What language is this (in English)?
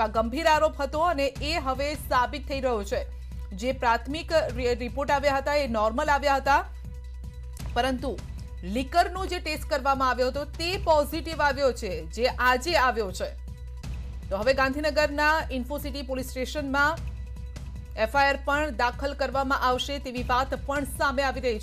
Gujarati